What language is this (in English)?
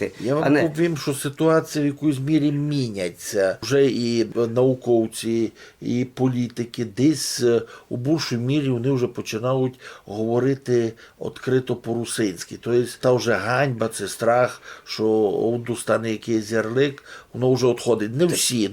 Rusyn